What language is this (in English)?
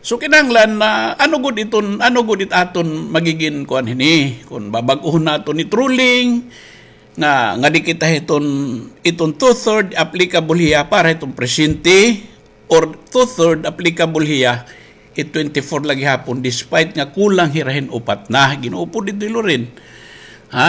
Waray